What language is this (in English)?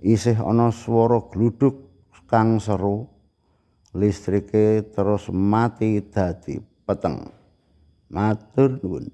Javanese